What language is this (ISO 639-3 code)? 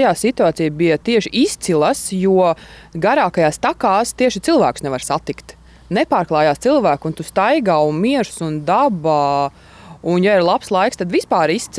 lav